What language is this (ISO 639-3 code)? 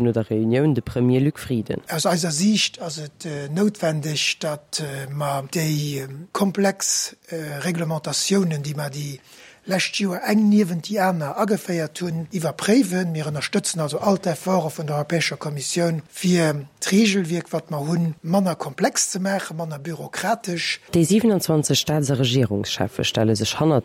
ltz